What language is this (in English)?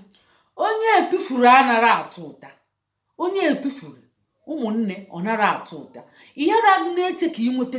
Igbo